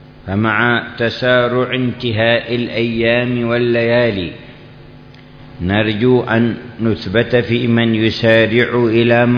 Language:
Arabic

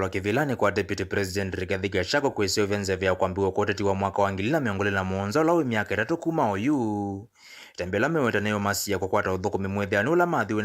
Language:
Kamba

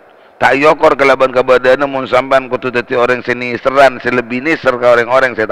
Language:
Madurese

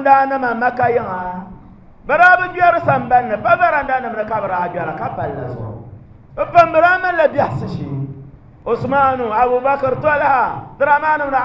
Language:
Dagbani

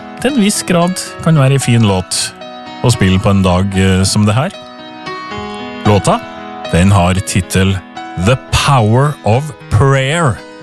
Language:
Norwegian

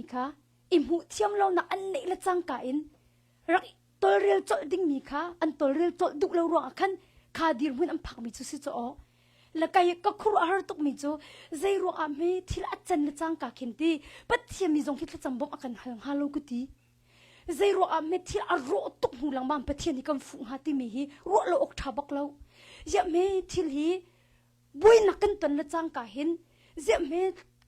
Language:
Hakha Chin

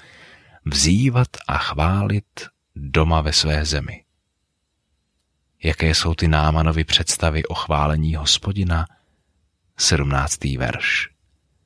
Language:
Czech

